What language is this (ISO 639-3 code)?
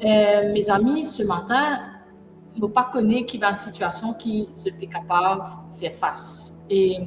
mfe